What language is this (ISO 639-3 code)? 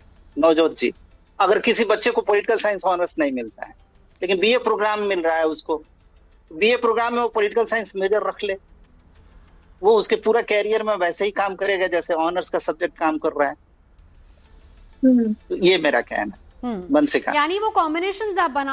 hin